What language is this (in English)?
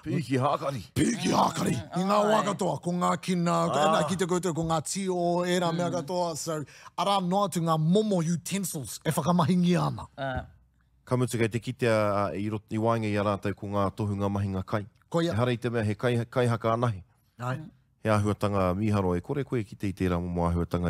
Māori